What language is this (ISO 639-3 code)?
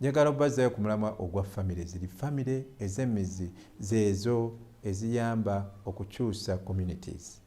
lug